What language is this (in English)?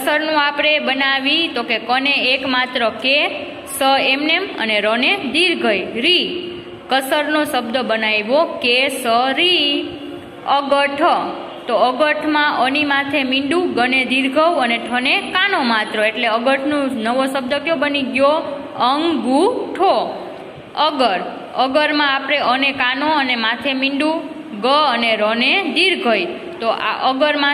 Gujarati